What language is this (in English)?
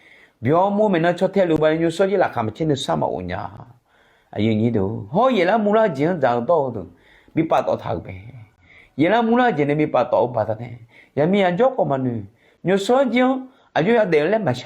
Akha